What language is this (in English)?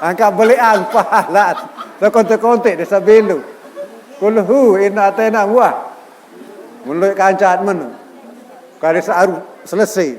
Sasak